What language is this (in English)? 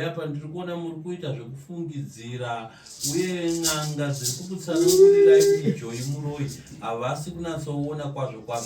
Shona